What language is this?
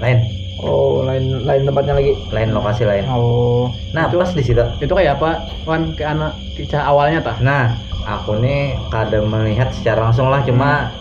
Banjar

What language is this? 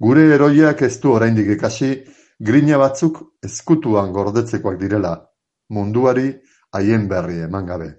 Basque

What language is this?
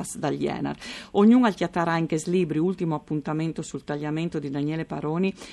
Friulian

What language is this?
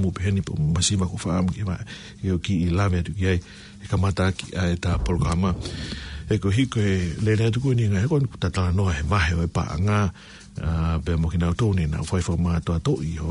Tongan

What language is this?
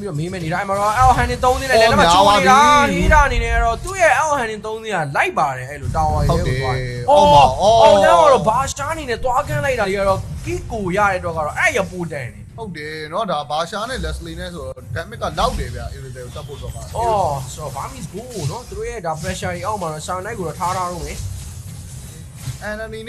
Burmese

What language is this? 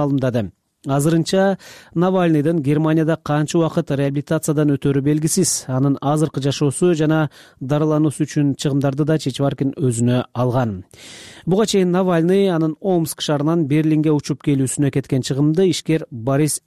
Kyrgyz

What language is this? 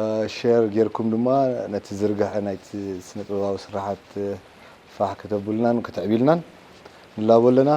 Tigrinya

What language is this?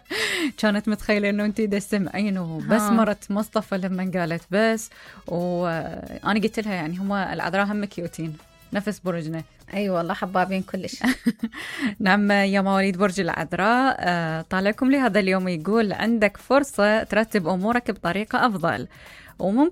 Mesopotamian Arabic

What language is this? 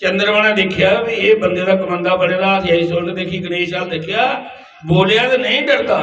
Dogri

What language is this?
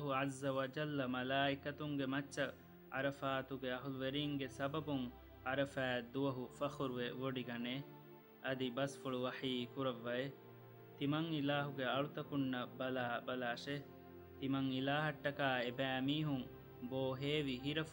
Divehi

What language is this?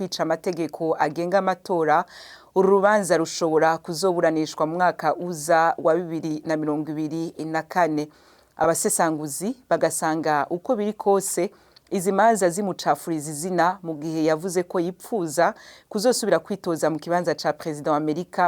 Rundi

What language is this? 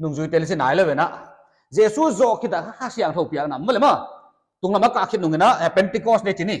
Paite Chin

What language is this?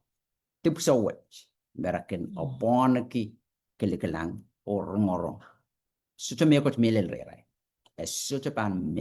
Pohnpeian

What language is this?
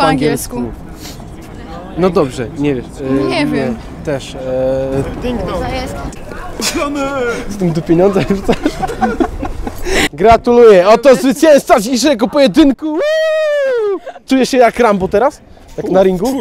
Polish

